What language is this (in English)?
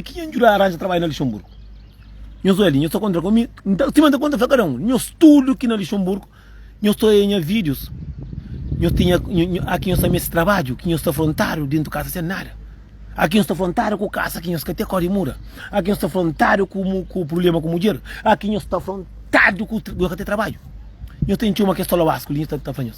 Kabuverdianu